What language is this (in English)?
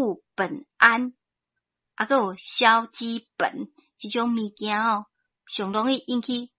Min Nan Chinese